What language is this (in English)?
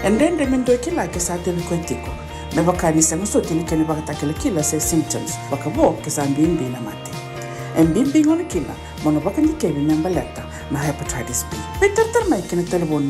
Fijian